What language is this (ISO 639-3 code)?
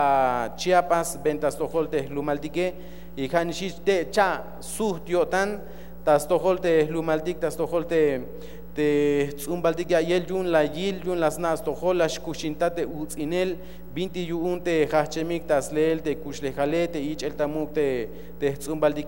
tzh